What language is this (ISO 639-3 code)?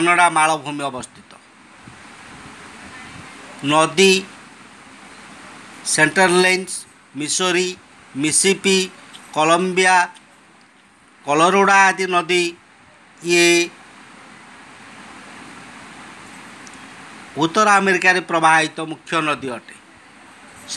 ori